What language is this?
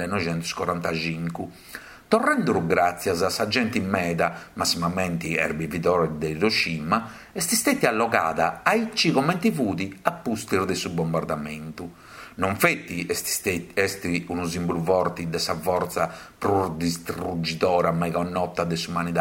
Sardinian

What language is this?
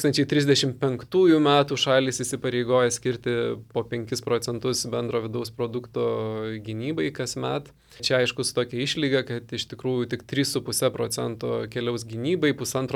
Lithuanian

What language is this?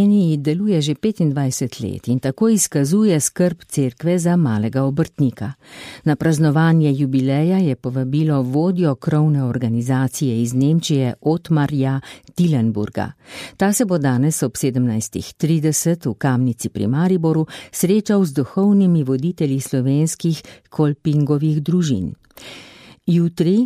Slovenian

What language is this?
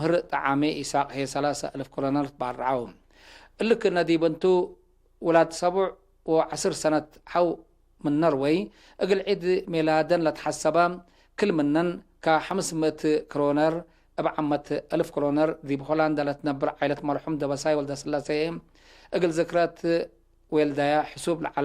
Tigre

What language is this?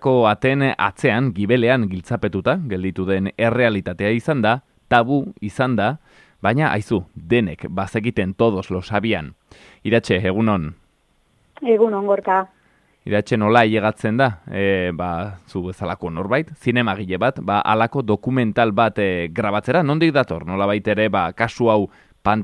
Basque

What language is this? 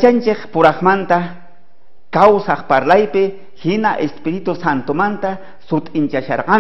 South Bolivian Quechua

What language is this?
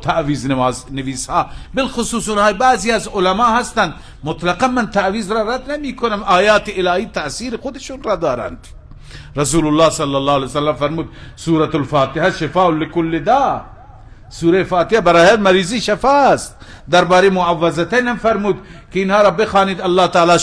Persian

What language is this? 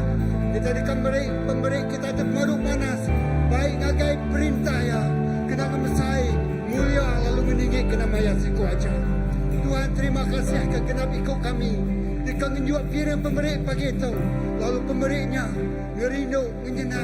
Iban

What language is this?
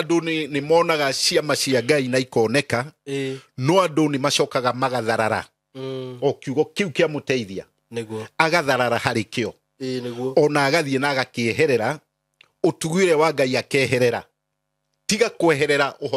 Kikuyu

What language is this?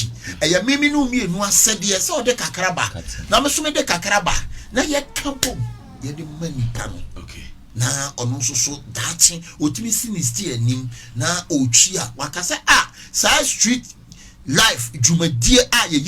Akan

